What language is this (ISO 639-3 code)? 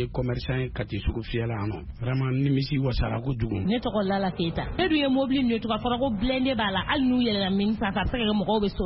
bam